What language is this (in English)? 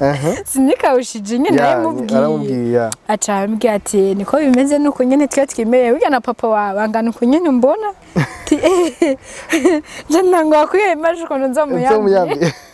Rundi